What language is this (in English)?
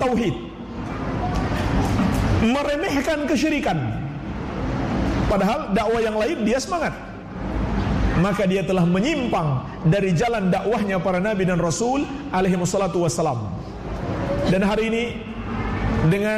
Indonesian